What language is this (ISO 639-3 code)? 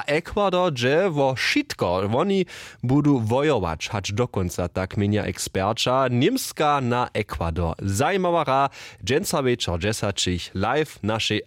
hsb